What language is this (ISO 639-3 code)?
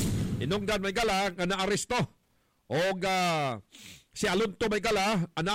ceb